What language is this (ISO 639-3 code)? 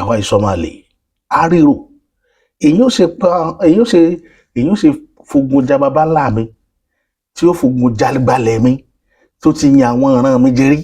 yor